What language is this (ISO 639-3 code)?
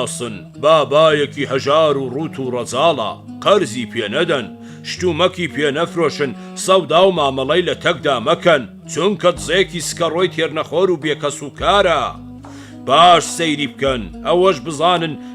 ckb